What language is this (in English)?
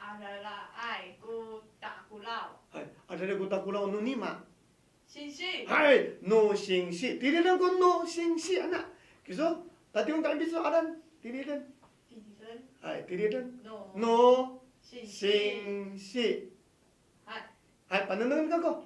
Amis